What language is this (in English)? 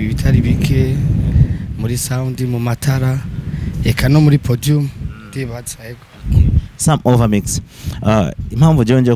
Rundi